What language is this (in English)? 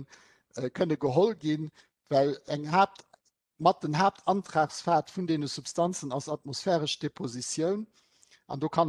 Luxembourgish